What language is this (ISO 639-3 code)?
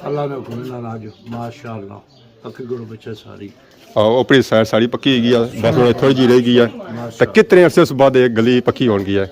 phr